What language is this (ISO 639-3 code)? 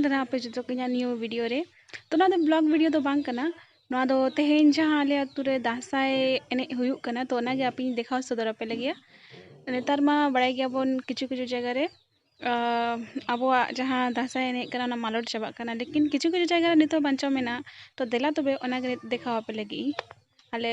sat